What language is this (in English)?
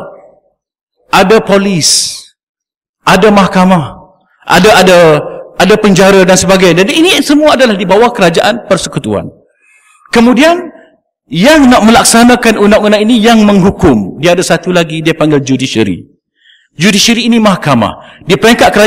Malay